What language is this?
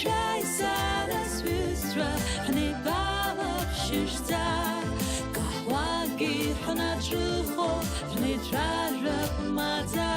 Abkhazian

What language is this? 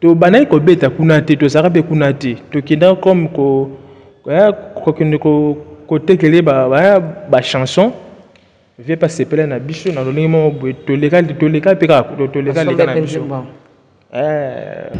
Lingala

